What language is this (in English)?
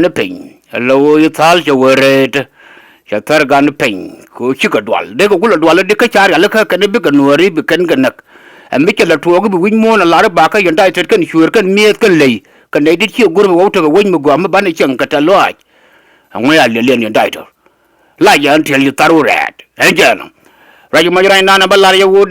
Nuer